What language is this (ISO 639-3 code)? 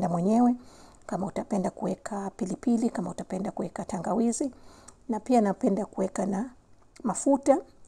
swa